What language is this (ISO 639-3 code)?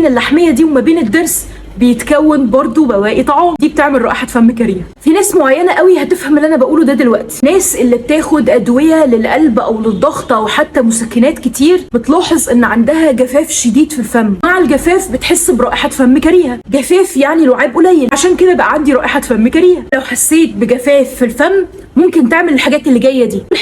arz